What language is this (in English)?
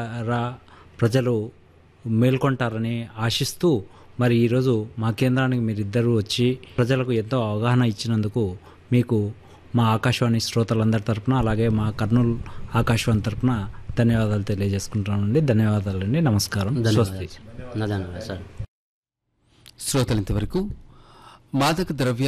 Telugu